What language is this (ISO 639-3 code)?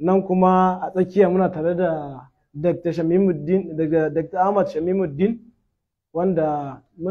hau